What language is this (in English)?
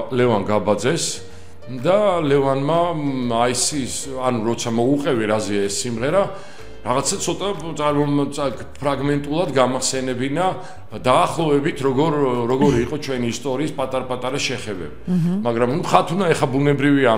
Georgian